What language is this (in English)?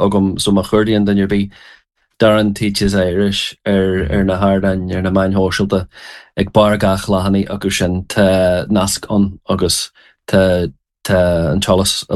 Irish